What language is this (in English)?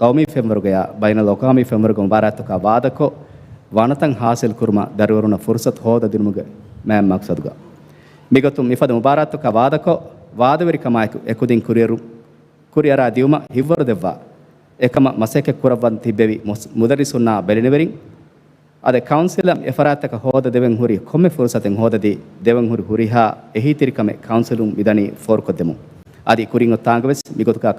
Divehi